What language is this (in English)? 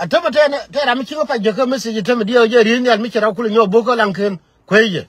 Nuer